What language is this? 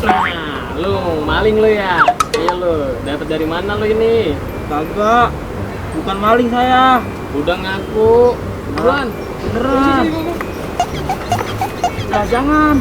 Betawi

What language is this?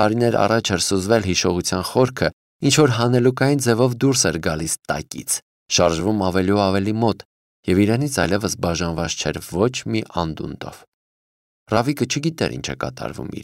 Armenian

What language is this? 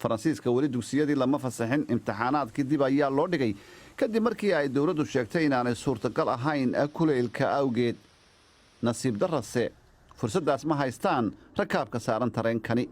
Somali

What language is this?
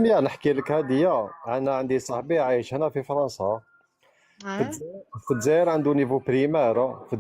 Algerian Arabic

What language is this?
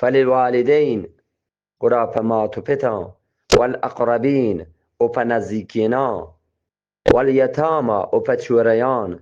Eastern Balochi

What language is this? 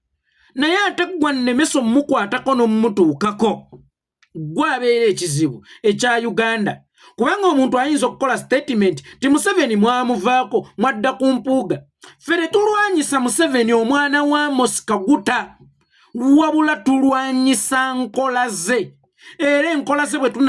Ganda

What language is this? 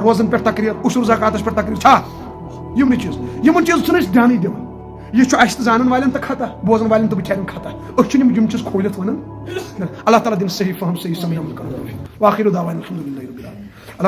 Kashmiri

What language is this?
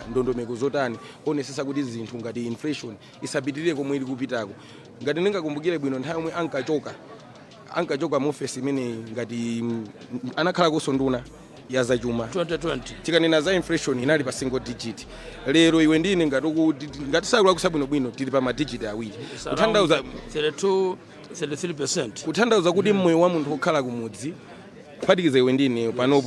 Nyanja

